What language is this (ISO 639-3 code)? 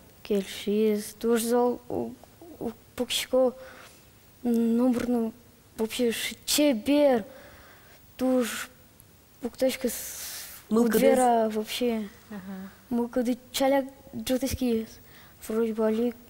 udm